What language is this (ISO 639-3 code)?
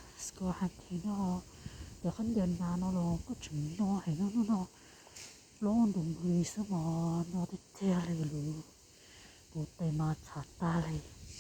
hmn